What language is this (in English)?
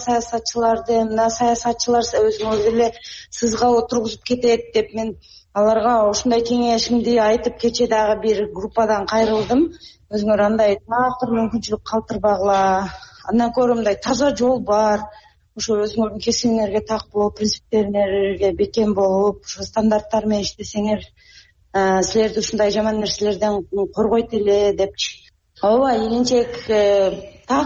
Kyrgyz